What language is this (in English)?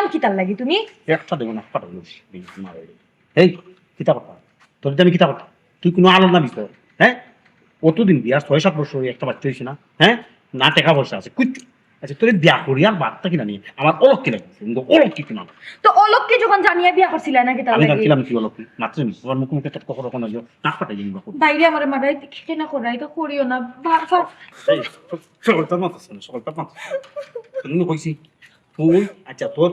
Sylheti